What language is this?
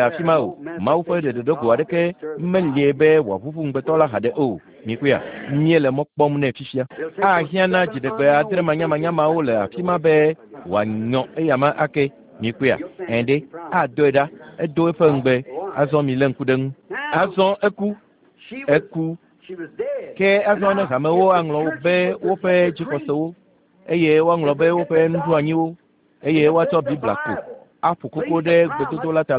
Ewe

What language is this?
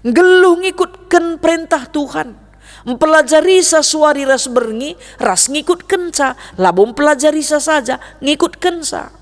Batak Karo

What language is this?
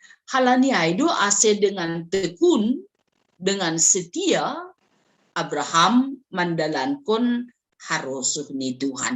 Batak Simalungun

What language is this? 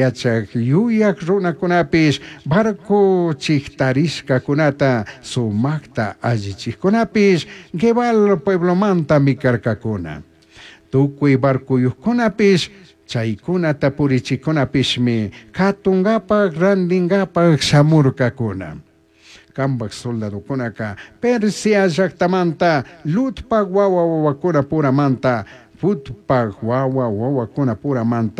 Chimborazo Highland Quichua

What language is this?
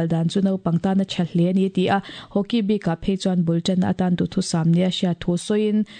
Mizo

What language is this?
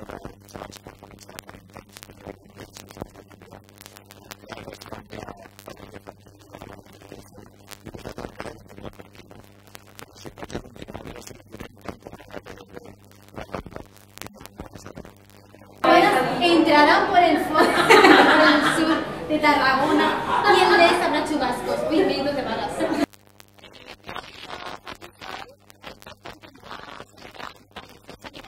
Catalan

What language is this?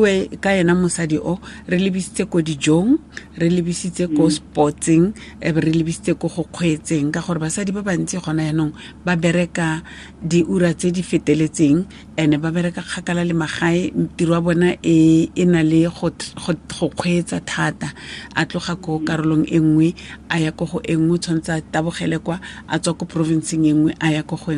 Tswana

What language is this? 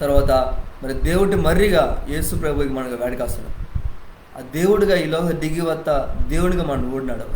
Koya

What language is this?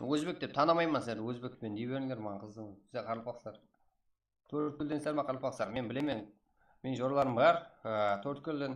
Kara-Kalpak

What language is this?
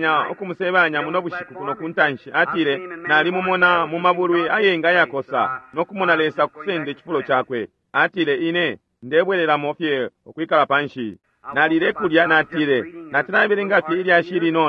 Bemba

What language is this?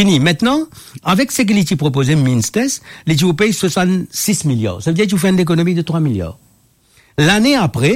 Morisyen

